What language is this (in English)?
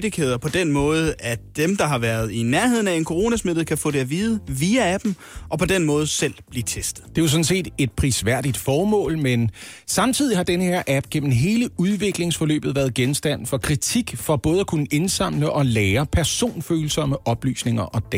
Danish